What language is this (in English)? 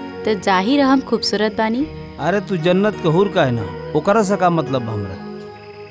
Bhojpuri